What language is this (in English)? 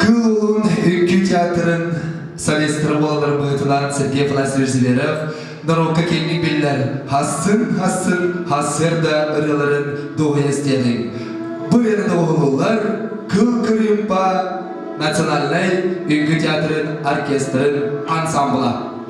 Yakut